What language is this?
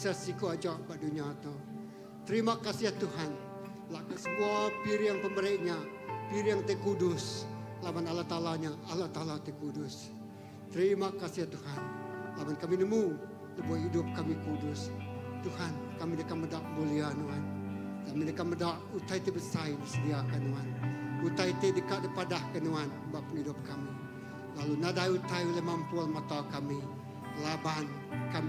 Iban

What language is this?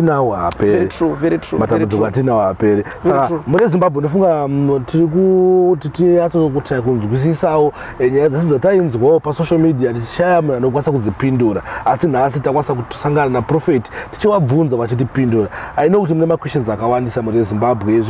Shona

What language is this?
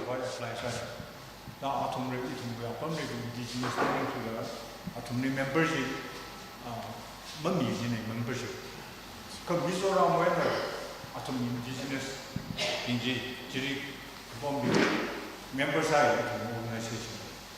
Tangkhul Naga (India)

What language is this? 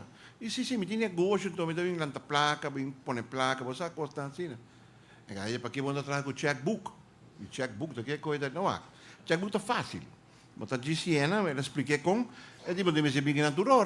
Papiamento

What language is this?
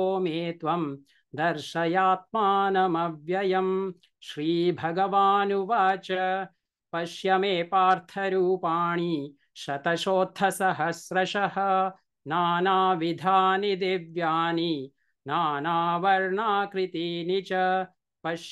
Sanskrit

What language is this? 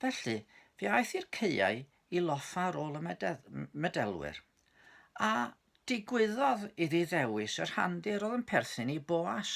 Welsh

